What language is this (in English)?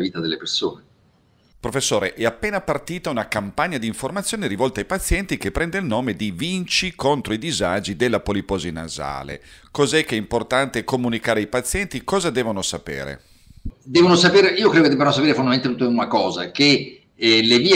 Italian